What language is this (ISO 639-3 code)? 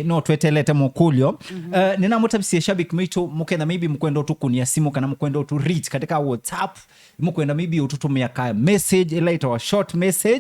kam